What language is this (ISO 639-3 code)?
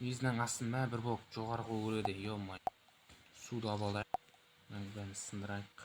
kaz